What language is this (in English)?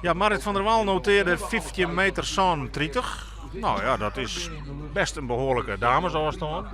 Western Frisian